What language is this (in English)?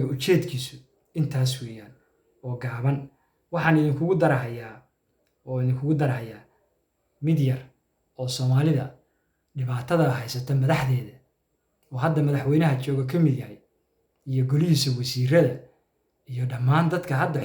Somali